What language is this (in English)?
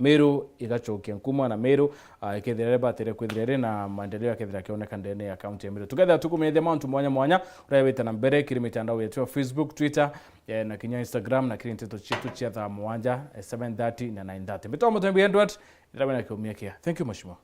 Meru